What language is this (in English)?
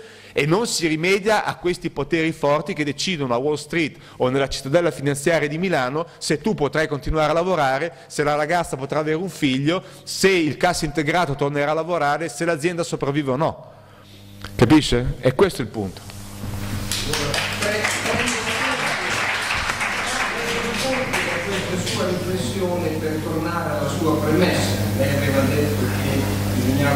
Italian